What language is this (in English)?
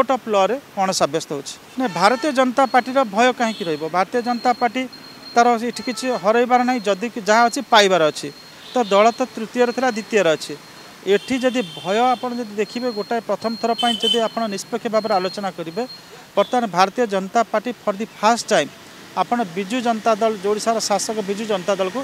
Odia